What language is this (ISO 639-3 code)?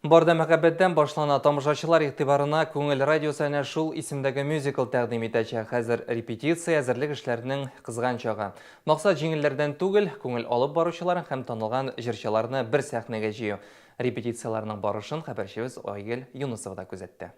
tat